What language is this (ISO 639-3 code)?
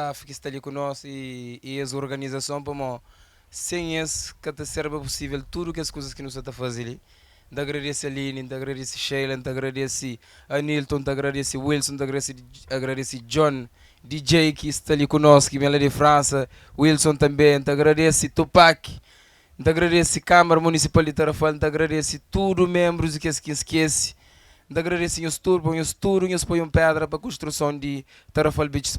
kea